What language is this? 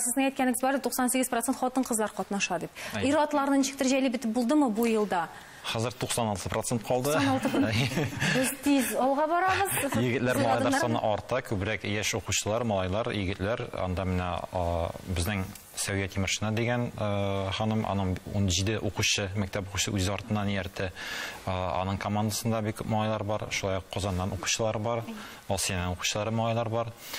Tatar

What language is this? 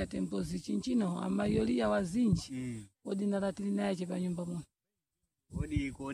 Sena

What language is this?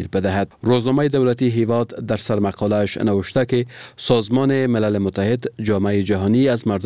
Persian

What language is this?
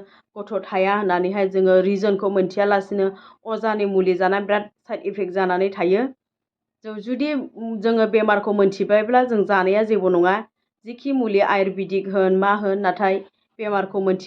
Bodo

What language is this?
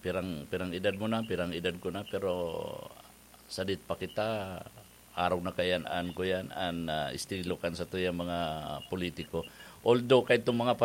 Bikol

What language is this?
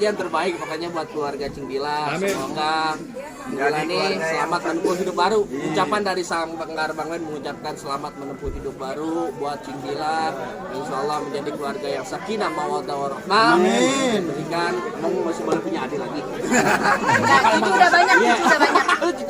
Betawi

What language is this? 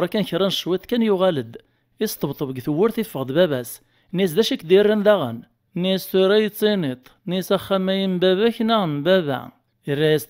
Kabyle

